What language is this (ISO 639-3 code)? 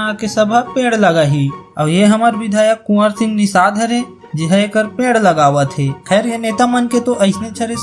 hne